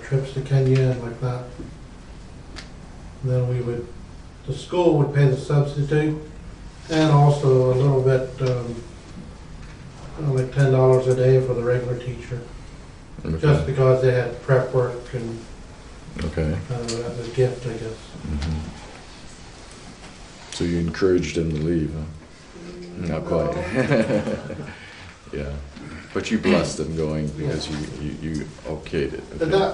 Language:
English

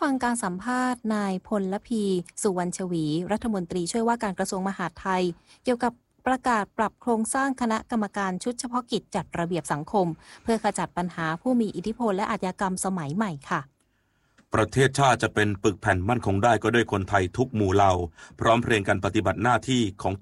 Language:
Thai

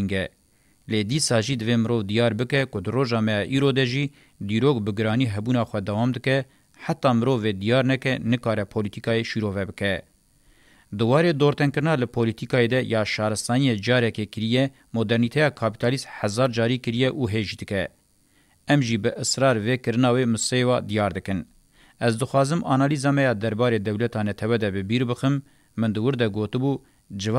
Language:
Kurdish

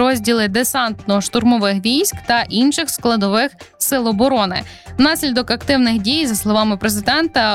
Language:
Ukrainian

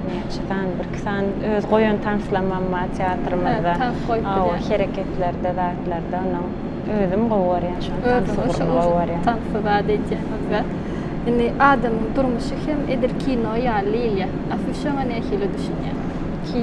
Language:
Turkmen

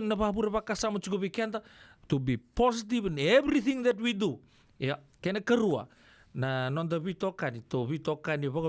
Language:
Fijian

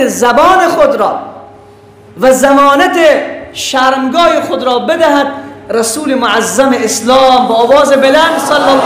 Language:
Persian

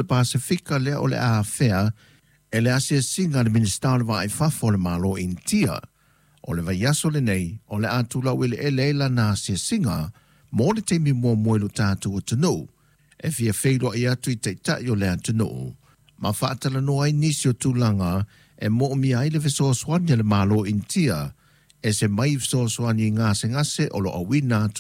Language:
Samoan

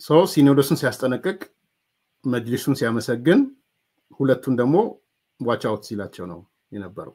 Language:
Amharic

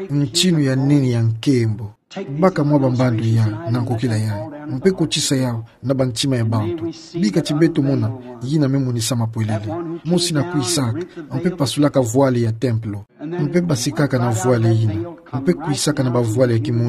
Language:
Kituba (Democratic Republic of Congo)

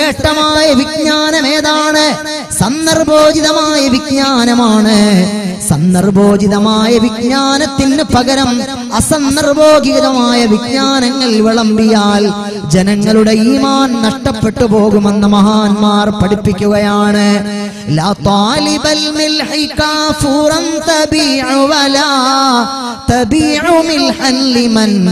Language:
Malayalam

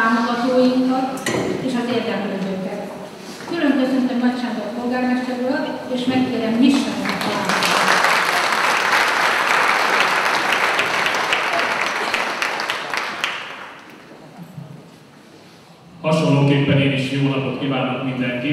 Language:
Hungarian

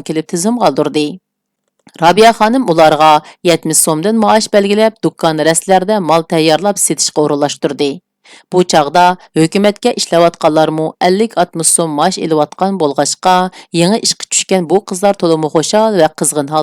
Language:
Uyghur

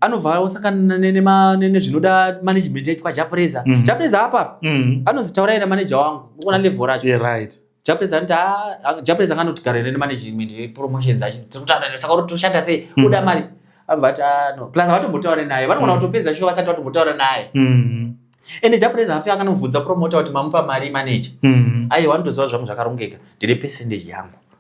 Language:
Shona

